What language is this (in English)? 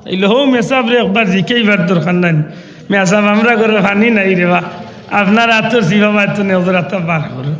Sylheti